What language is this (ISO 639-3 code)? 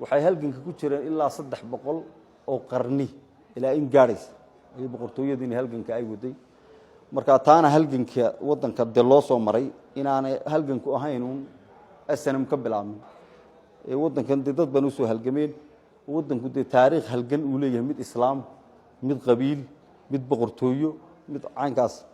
som